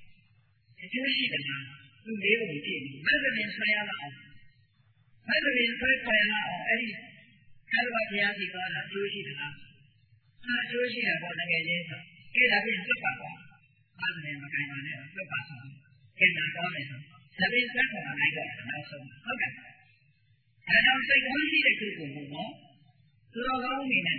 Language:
Burmese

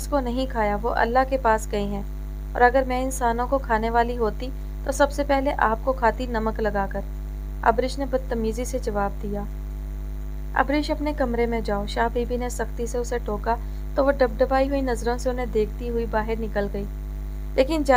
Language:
Urdu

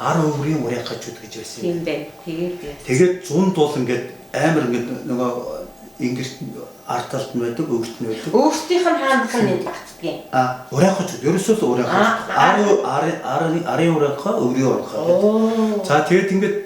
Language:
Mongolian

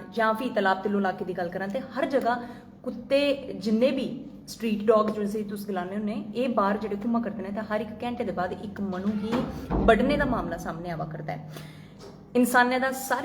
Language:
Dogri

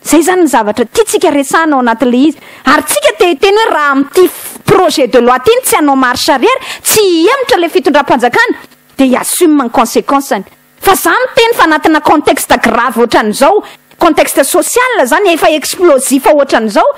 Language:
Malagasy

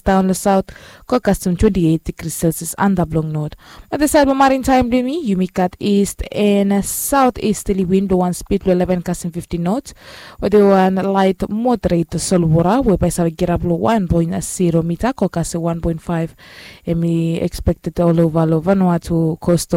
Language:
Bislama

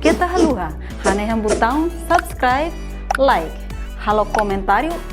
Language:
Tetum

